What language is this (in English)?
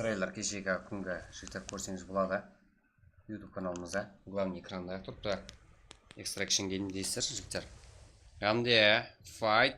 Kara-Kalpak